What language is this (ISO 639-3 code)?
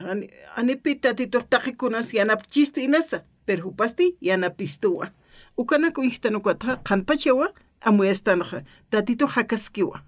aym